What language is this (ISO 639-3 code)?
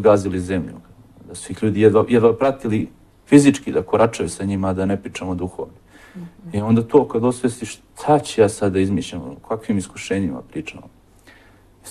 srp